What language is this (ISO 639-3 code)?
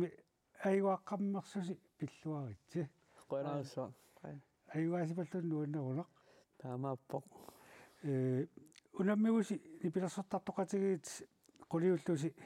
kal